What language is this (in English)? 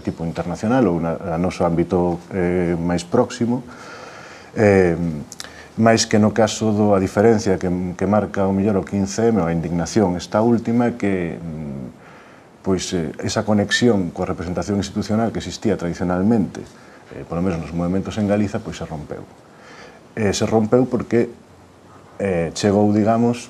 Galician